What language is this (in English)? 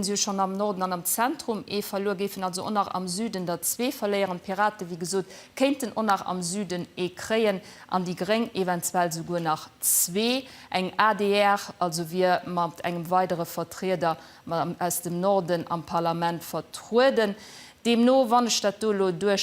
Luxembourgish